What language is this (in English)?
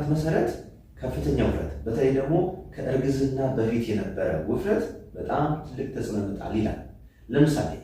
Amharic